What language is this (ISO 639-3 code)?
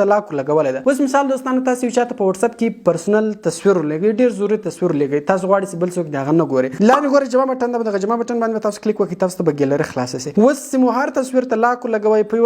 pus